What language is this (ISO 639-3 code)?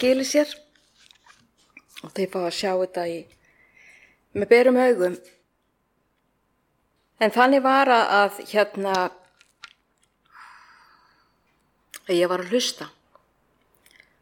isl